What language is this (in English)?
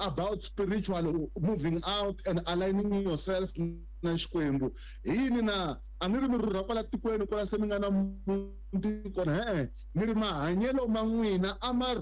Tsonga